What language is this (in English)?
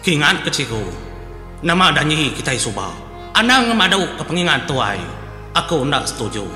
Iban